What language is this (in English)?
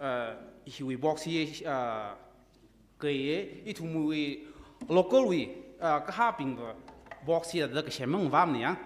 Tangkhul Naga (India)